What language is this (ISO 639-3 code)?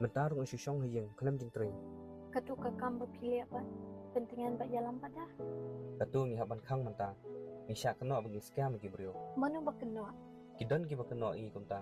kha